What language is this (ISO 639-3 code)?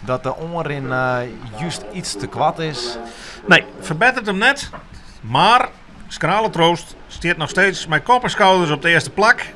fry